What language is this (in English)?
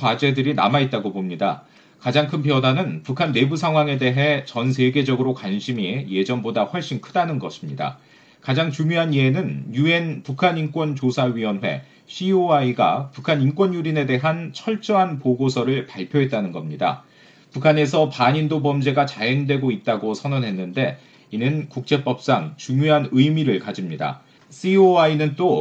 Korean